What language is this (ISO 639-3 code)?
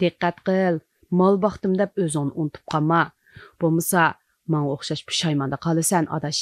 uig